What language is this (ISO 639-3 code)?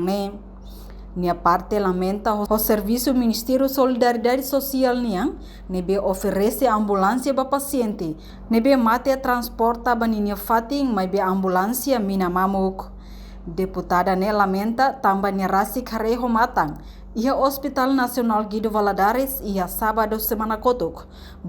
tet